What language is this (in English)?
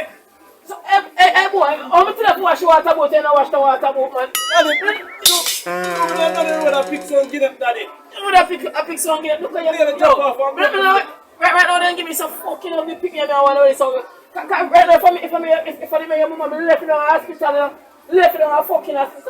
Jamaican Creole English